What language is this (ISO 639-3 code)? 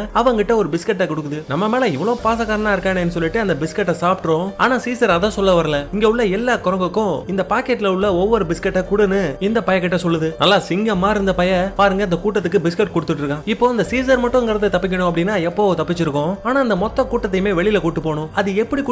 tam